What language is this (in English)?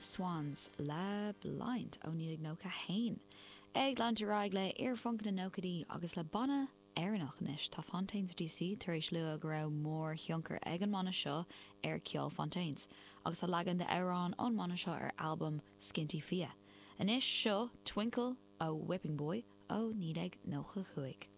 Irish